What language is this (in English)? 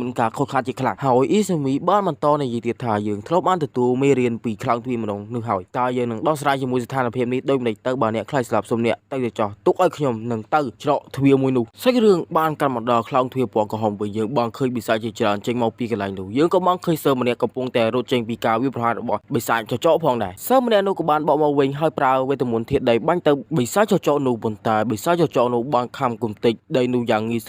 Khmer